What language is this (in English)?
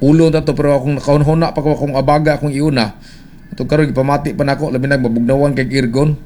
Cebuano